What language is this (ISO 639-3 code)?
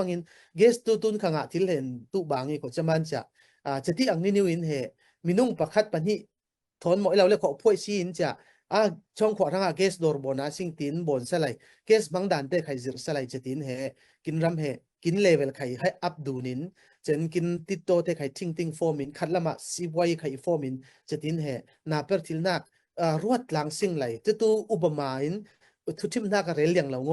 cfm